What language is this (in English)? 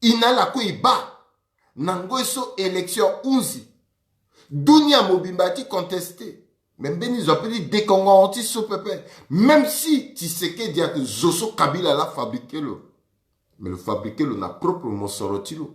Sango